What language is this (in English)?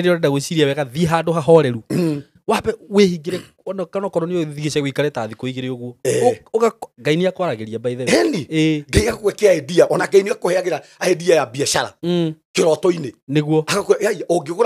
Kikuyu